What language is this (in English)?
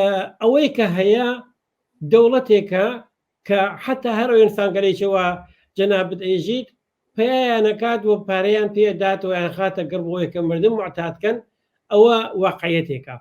Central Kurdish